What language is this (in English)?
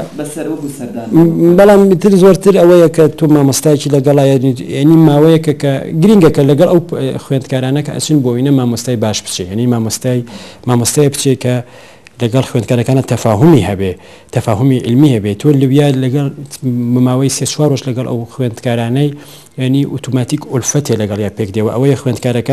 Central Kurdish